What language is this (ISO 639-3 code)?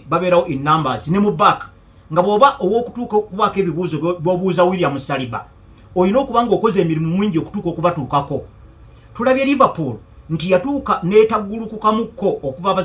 lug